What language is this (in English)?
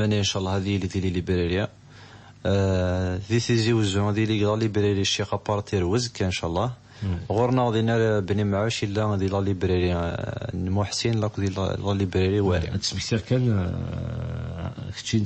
Kabyle